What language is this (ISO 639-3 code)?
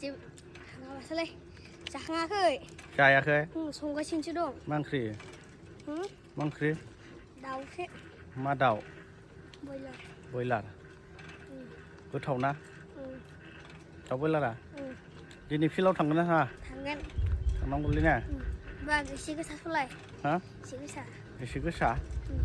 brx